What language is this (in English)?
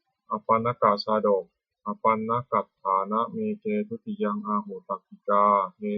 Pali